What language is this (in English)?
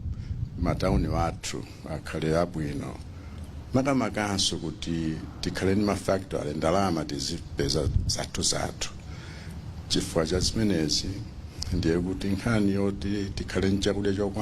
Nyanja